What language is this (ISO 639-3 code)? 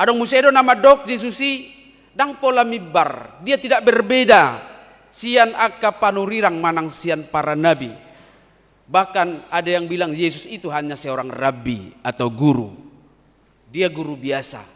bbc